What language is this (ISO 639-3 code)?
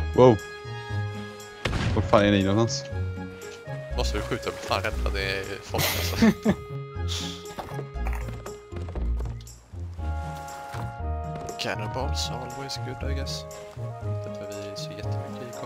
swe